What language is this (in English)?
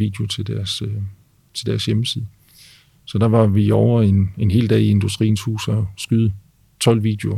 Danish